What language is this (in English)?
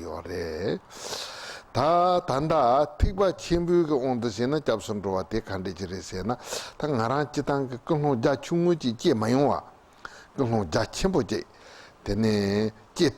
Tibetan